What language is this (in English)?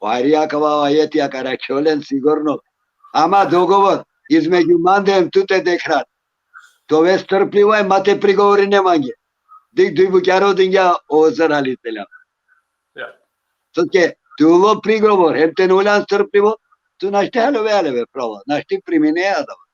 Balkan Romani